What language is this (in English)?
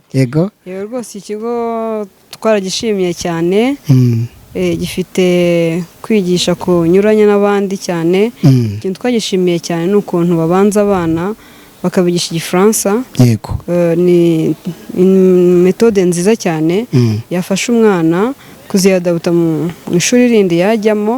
Kinyarwanda